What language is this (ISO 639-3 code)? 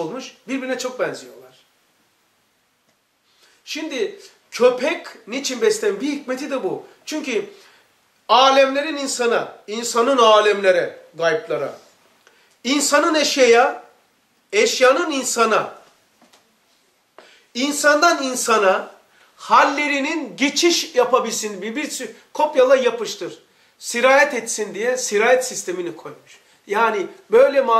tur